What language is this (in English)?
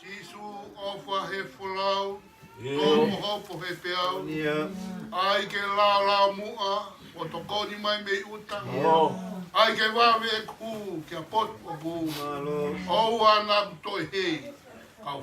Tongan